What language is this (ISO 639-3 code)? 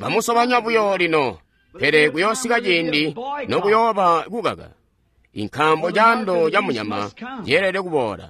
toi